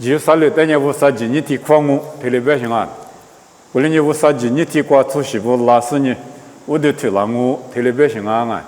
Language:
Lisu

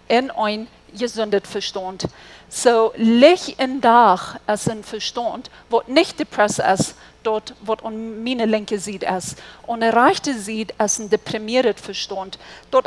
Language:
Plautdietsch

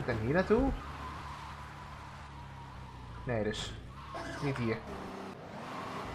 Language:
Dutch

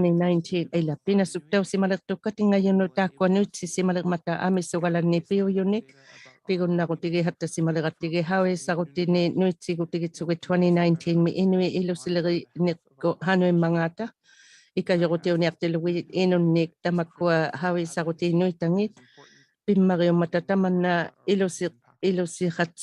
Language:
Inuktitut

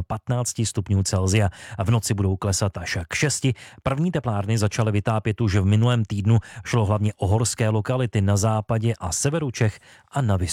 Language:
Czech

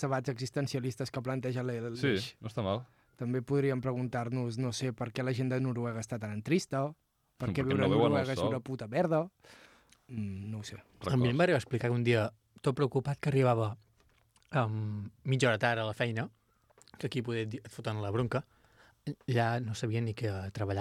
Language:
Catalan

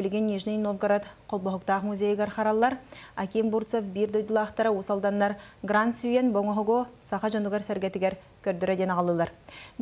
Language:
Yakut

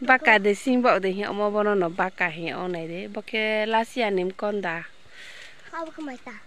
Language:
Riang (India)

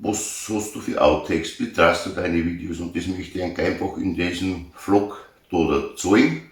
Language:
Bavarian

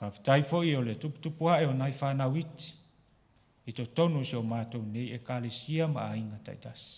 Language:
Samoan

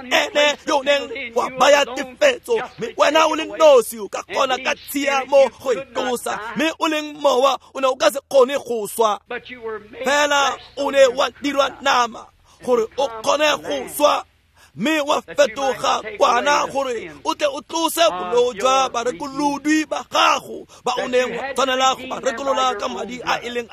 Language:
Tswana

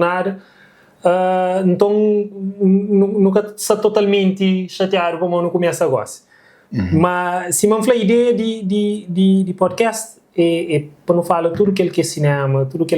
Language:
Kabuverdianu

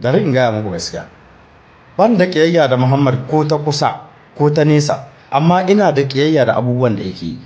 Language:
Hausa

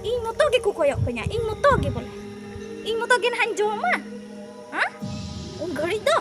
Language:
Santali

